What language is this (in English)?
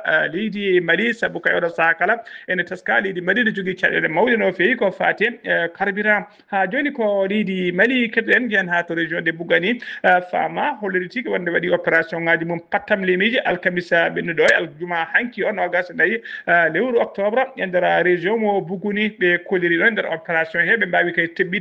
Fula